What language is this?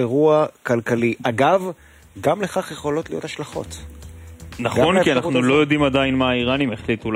Hebrew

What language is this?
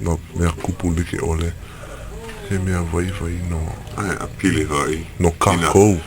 Hawaiian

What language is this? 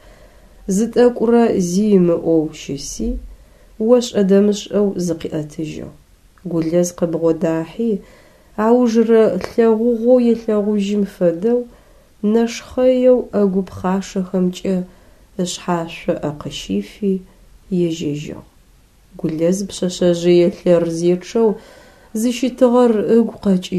Adyghe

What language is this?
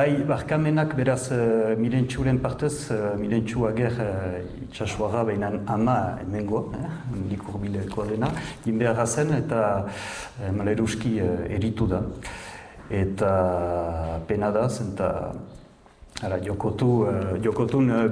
Basque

